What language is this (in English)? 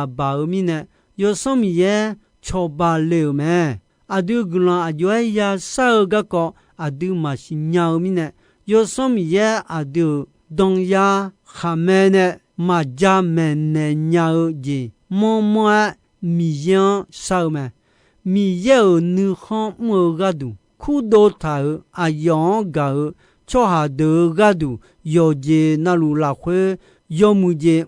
Akha